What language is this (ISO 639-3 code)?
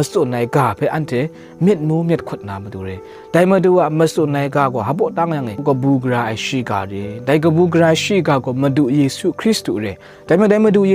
kac